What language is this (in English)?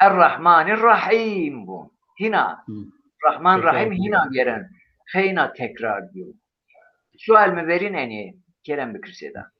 Zaza